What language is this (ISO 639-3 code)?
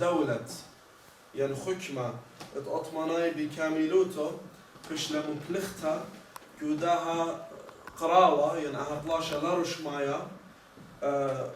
aii